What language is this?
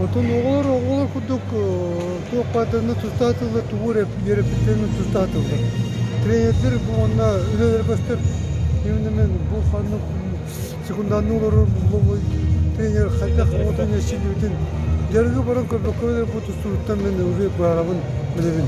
Yakut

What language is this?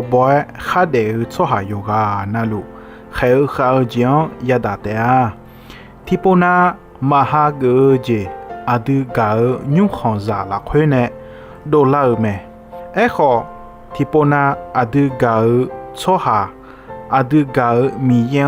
Akha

